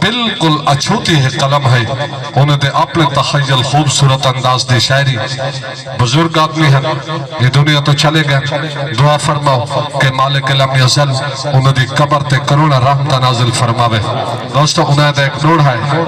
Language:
Saraiki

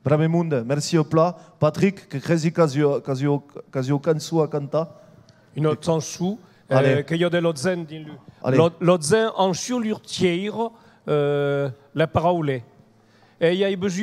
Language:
Occitan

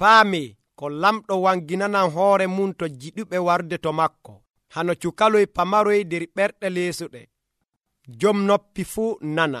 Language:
Nigerian Fulfulde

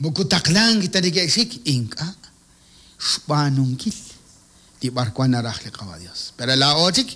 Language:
Kekchí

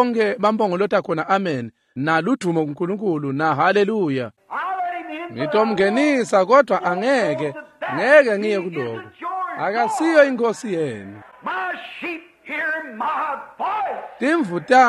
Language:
Swati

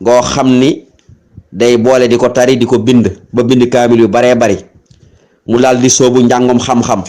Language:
Wolof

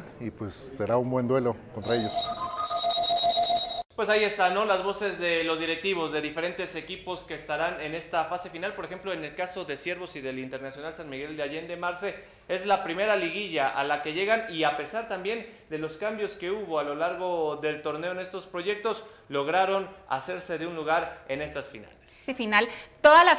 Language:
Spanish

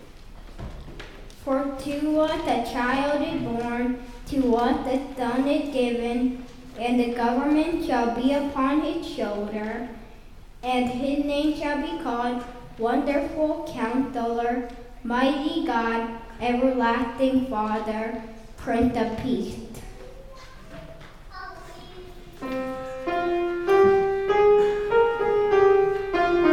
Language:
English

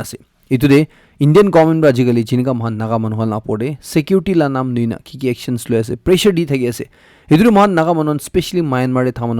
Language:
Naga Pidgin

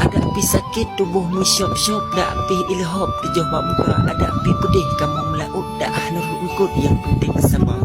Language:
Achinese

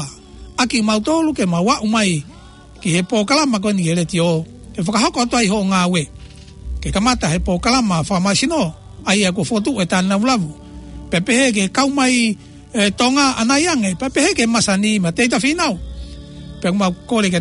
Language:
Tongan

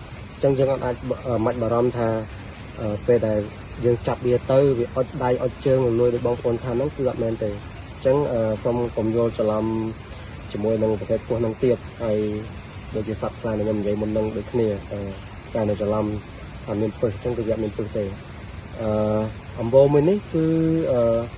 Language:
Khmer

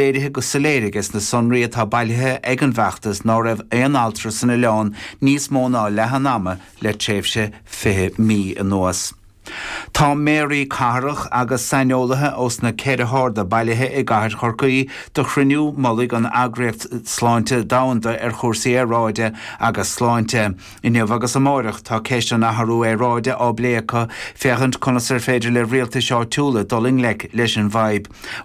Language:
Irish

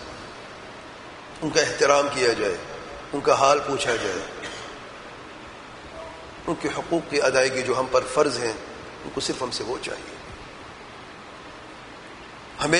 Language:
Urdu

